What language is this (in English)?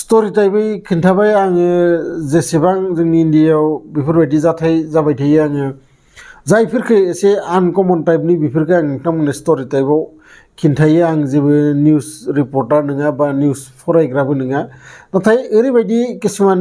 Bodo